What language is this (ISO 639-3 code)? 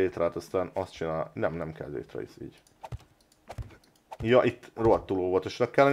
hun